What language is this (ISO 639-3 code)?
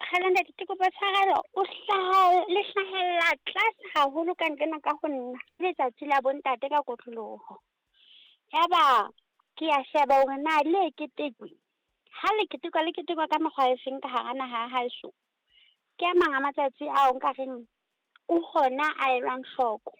sot